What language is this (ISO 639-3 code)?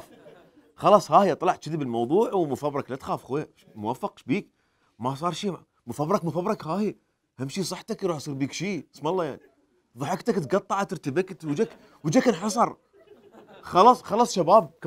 acm